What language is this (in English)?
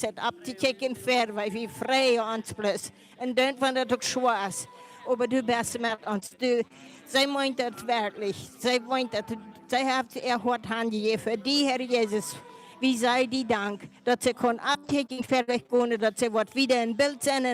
Plautdietsch